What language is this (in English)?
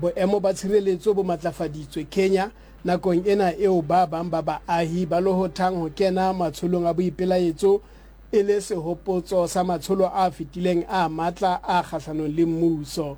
Southern Sotho